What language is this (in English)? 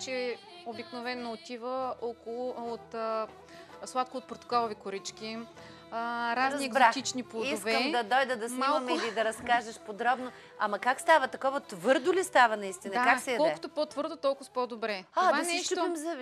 Bulgarian